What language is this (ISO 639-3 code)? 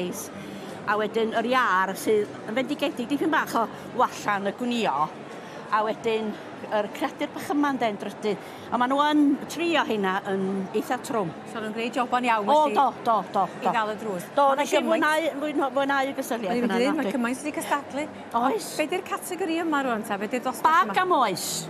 cym